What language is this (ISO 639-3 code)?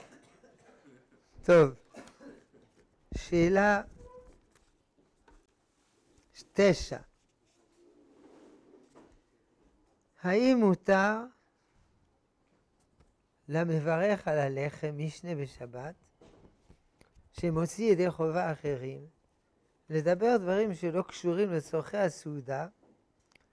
heb